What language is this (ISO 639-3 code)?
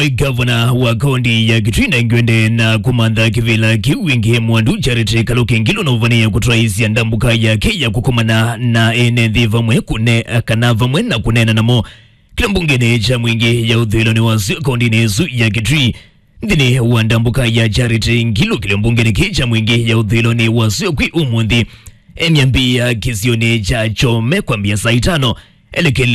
kam